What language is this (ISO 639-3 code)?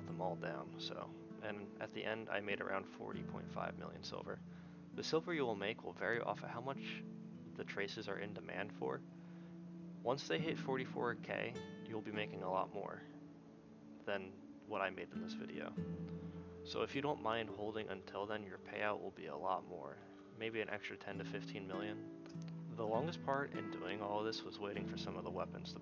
eng